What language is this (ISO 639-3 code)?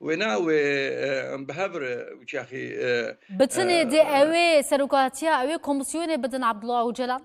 kur